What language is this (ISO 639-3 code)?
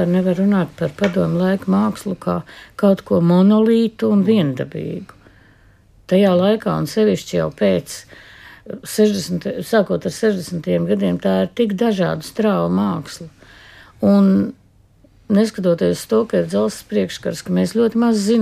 lav